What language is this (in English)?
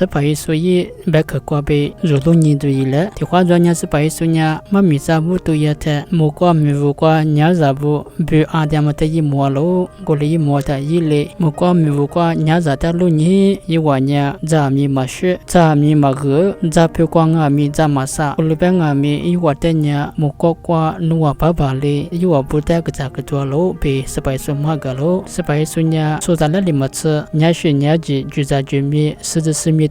Lisu